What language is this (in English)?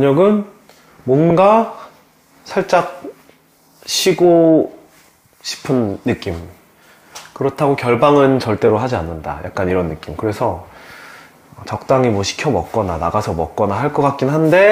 Korean